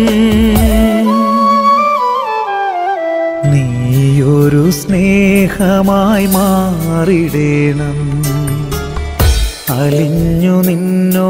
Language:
Malayalam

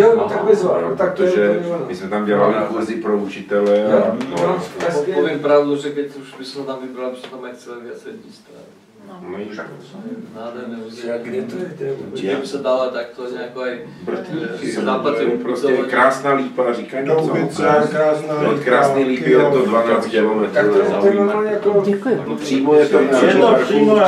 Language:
Slovak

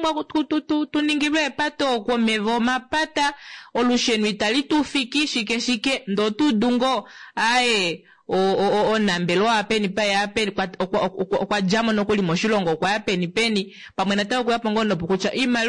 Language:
Kuanyama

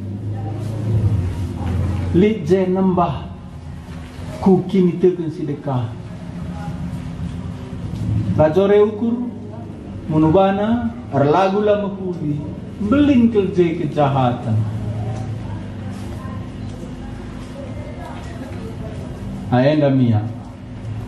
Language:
Batak Karo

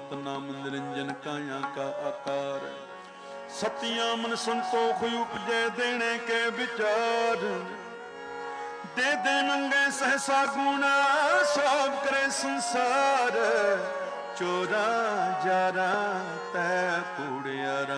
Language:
Punjabi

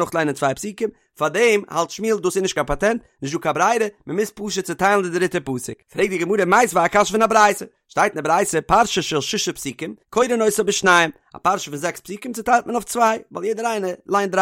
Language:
Yiddish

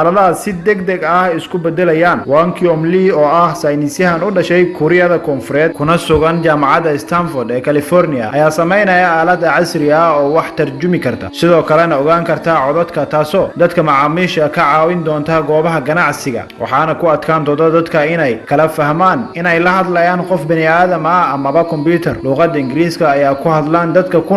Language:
Somali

